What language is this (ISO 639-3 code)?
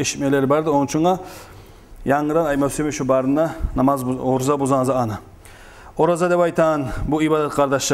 kum